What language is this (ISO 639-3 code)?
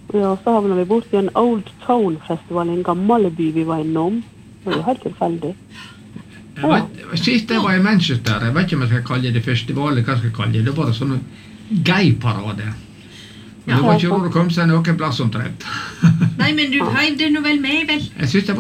nor